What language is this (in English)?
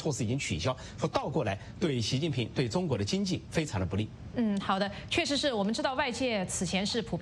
Chinese